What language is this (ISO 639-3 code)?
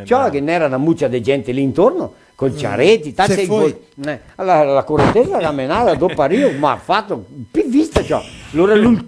vec